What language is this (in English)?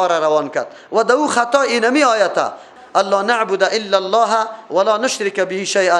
Persian